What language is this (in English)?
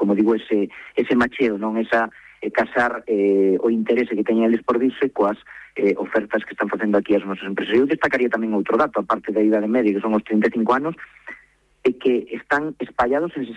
Galician